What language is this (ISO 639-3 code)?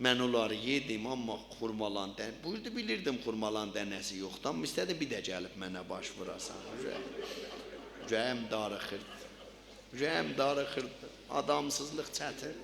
azb